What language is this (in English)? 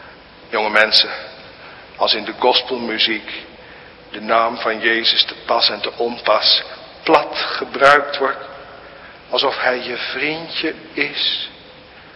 Dutch